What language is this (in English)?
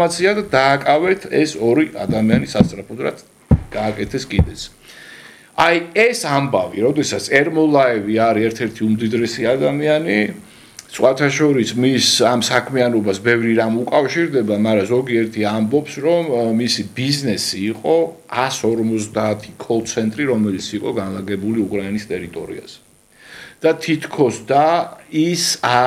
Georgian